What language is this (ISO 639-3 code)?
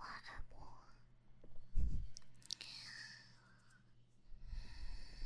zho